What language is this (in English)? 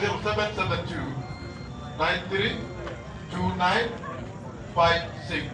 Acoli